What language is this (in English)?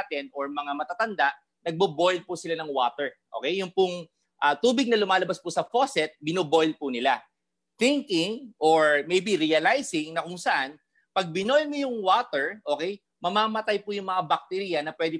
Filipino